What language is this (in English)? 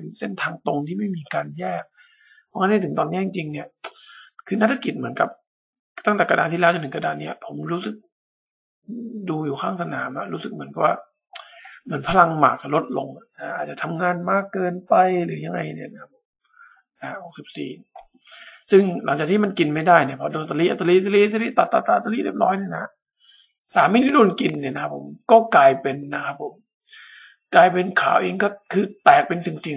Thai